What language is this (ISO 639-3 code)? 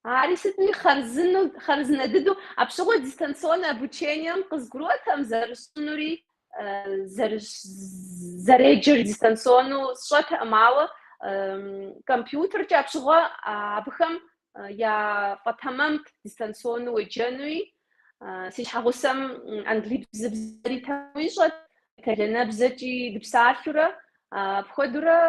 kbd